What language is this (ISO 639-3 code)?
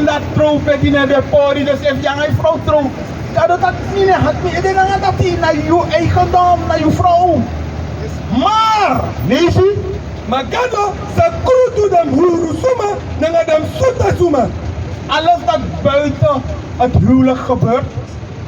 srn